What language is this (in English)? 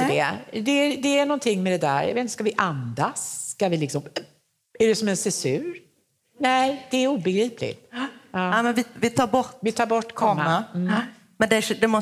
Swedish